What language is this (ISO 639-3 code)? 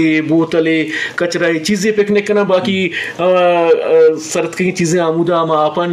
bal